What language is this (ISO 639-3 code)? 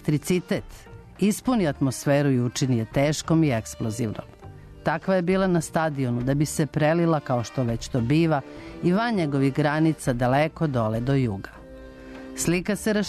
srp